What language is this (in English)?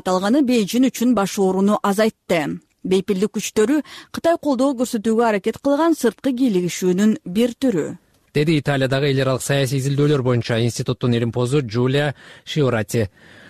Kyrgyz